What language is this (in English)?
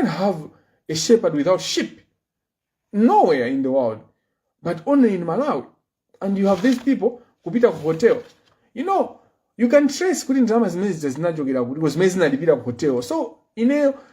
Nyanja